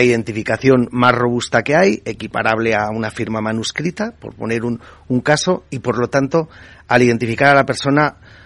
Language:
Spanish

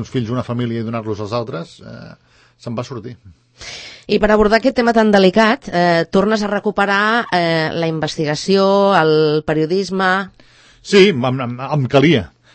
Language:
Catalan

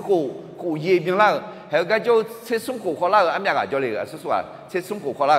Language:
Akha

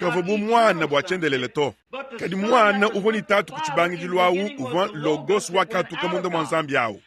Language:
Luba-Lulua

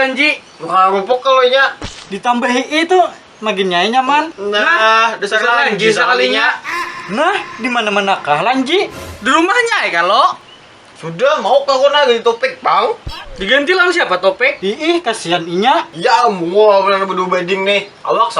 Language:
Banjar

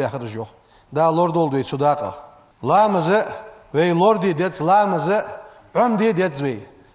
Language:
Ingush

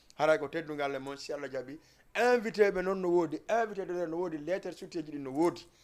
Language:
Fula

